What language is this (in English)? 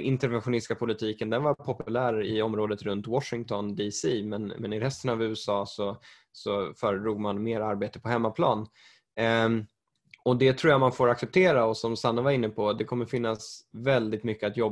Swedish